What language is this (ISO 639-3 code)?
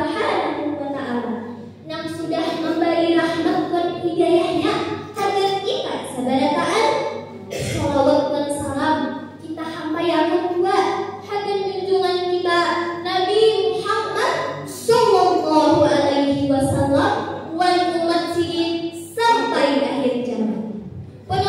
bjn